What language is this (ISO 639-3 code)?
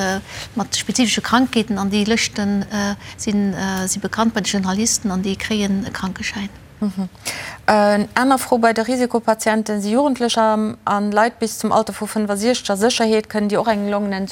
ltz